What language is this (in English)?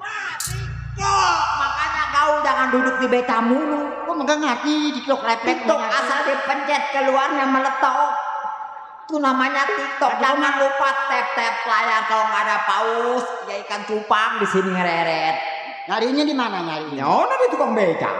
Betawi